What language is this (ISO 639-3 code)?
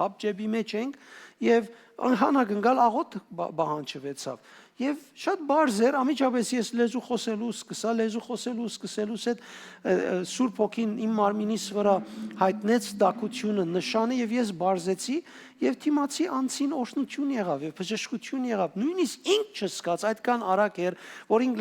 hyw